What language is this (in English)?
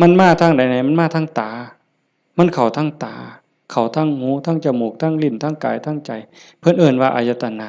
Lao